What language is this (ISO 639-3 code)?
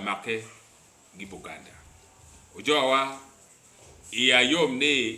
ach